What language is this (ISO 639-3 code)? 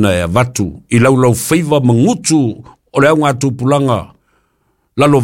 smo